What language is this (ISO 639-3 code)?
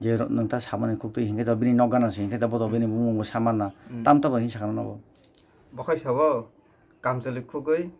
trp